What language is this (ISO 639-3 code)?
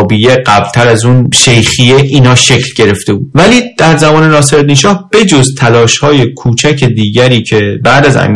fas